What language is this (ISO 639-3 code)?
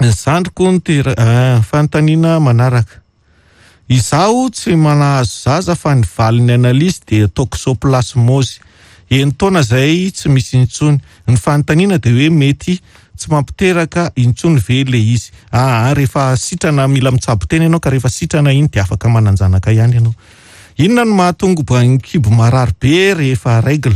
mlg